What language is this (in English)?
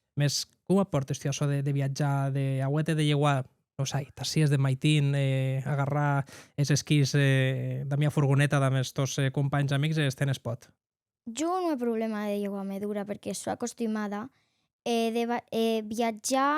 Occitan